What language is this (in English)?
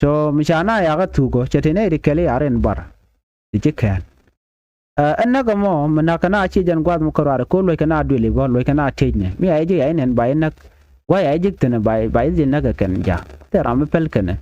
Nuer